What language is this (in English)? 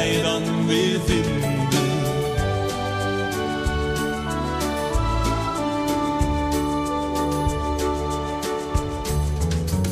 Dutch